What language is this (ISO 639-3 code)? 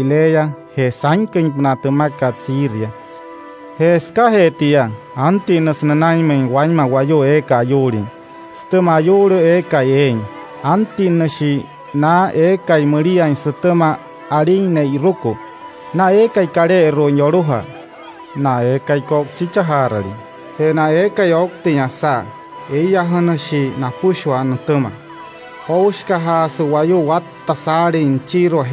guc